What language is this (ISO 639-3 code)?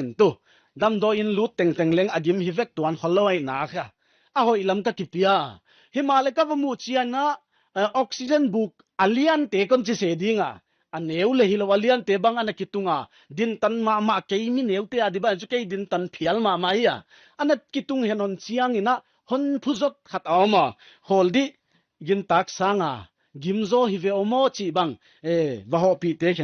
pck